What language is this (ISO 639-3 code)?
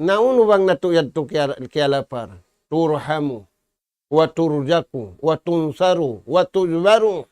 tsg